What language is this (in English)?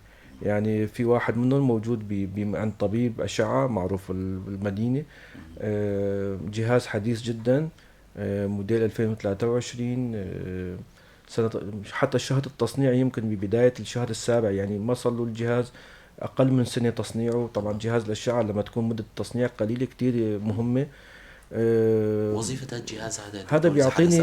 North Levantine Arabic